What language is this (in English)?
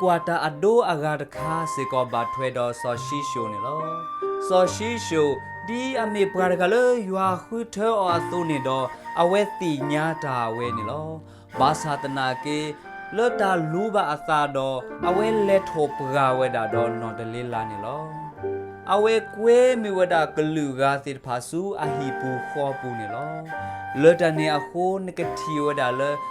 S'gaw Karen